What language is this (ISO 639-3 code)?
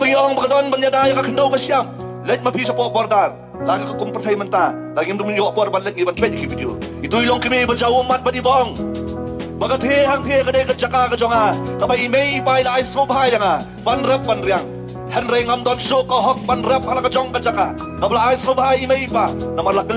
kha